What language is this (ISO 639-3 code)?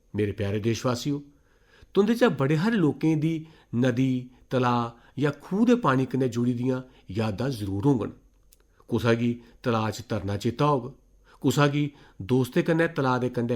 doi